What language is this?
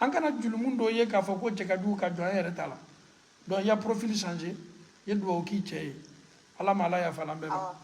Bambara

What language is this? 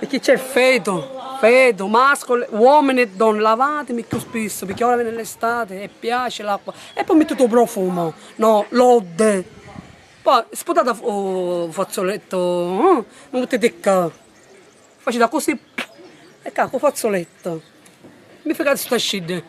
Sicilian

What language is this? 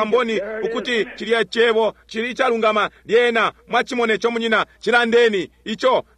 Bemba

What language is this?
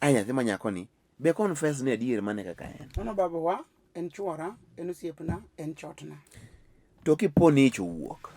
Luo (Kenya and Tanzania)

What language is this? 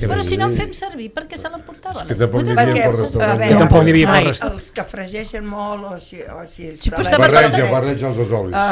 Catalan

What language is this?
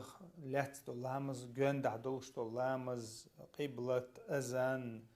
Chechen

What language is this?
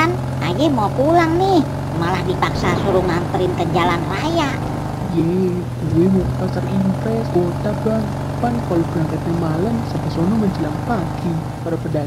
Betawi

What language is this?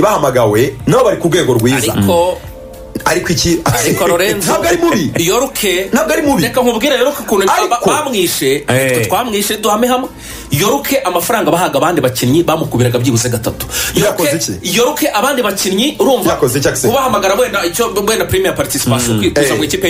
Kinyarwanda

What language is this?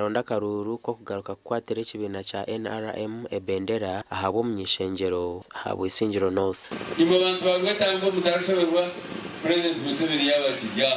Nyankole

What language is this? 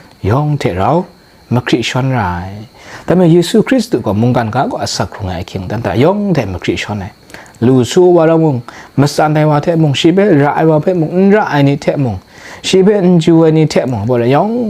Kachin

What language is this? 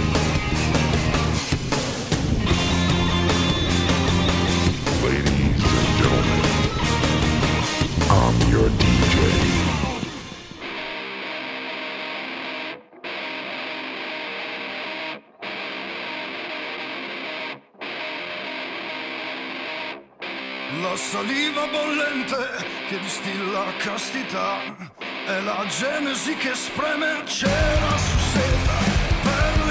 Italian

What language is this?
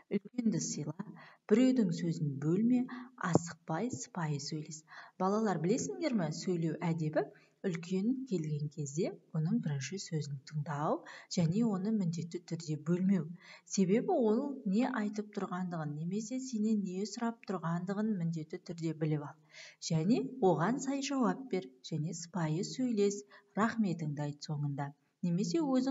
Kazakh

